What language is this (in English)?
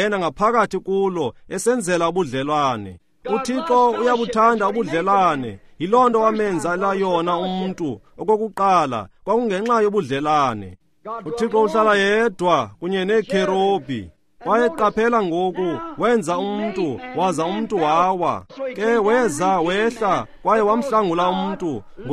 Xhosa